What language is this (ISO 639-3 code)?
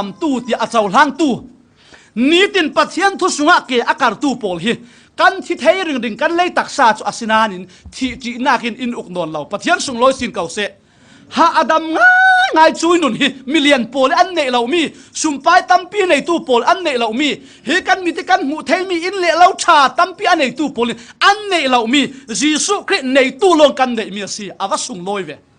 cfm